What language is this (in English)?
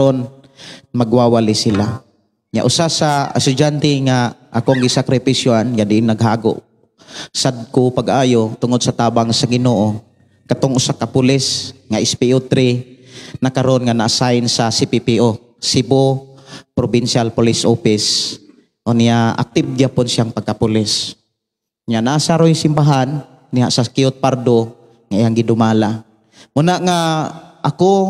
Cebuano